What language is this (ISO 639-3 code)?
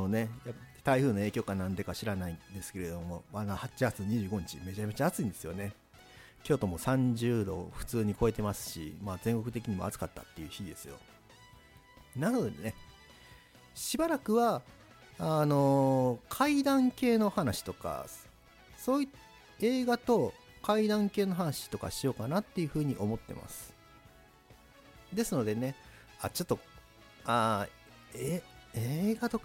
jpn